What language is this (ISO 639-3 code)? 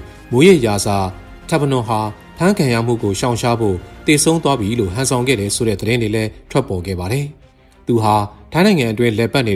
mya